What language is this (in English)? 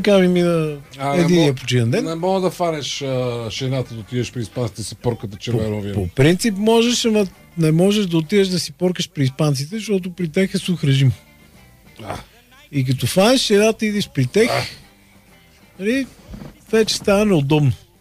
Bulgarian